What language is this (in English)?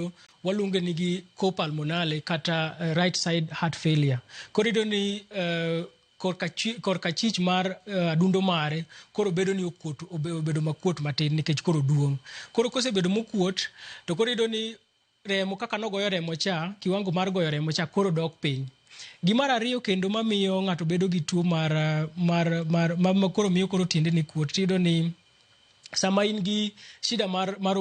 Luo (Kenya and Tanzania)